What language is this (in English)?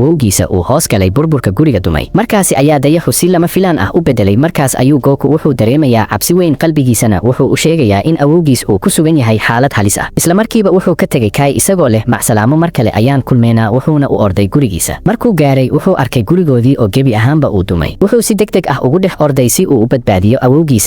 Somali